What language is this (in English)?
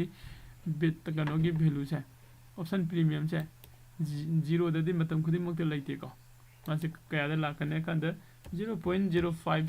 Manipuri